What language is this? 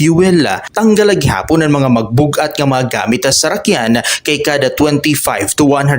Waray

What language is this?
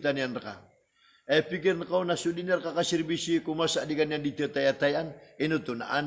Maranao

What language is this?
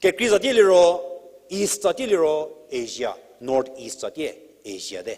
Angami Naga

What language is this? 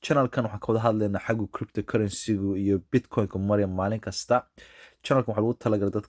Somali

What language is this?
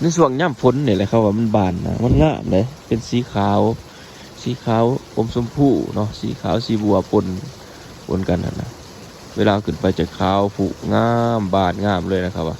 Lao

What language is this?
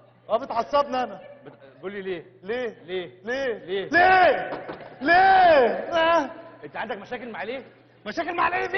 Egyptian Arabic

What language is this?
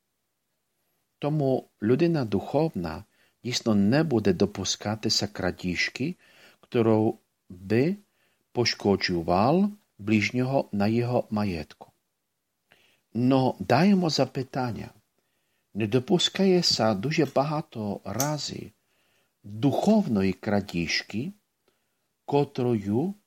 Ukrainian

